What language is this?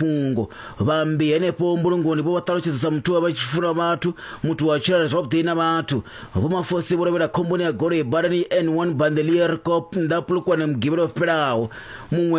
Venda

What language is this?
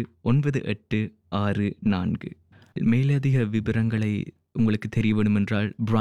Tamil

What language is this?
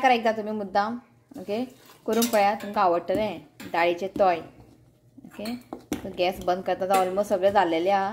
Konkani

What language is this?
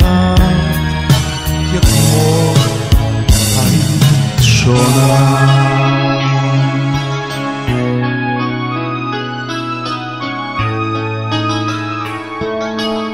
Hebrew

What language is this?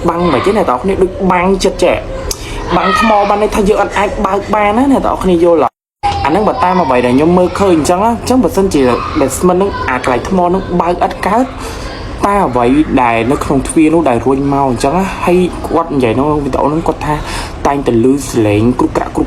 Khmer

